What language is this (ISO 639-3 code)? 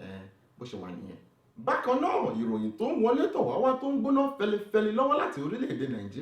yor